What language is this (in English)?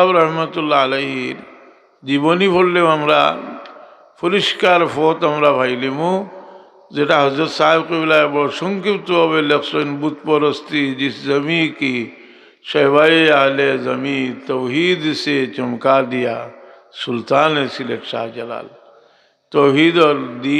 Sylheti